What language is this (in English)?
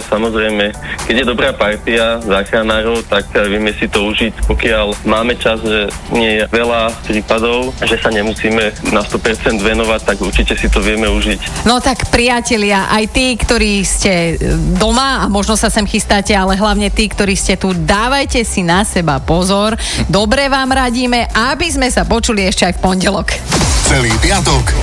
Slovak